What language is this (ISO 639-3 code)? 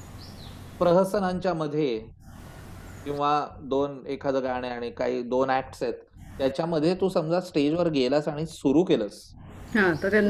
mar